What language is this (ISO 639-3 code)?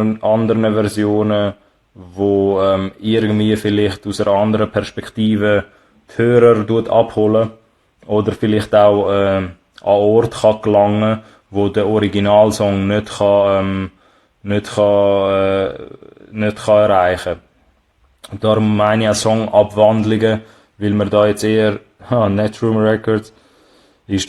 gsw